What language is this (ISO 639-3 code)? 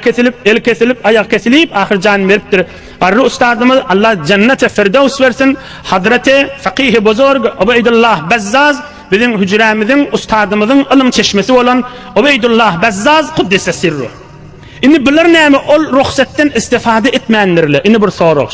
tuk